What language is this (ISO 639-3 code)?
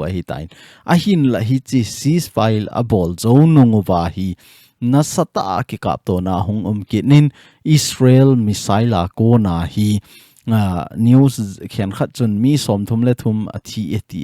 tcz